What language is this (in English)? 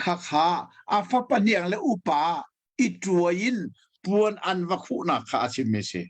Hakha Chin